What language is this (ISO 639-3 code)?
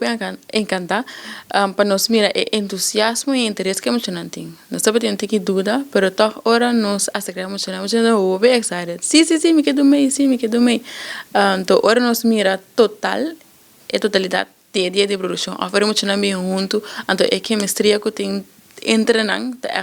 pap